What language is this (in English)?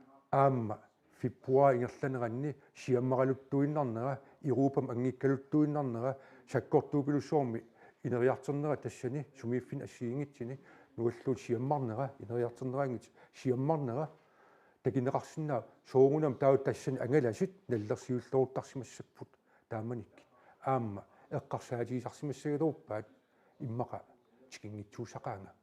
Kalaallisut